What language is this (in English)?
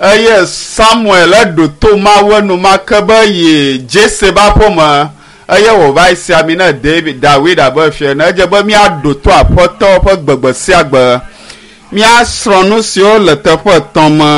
Ewe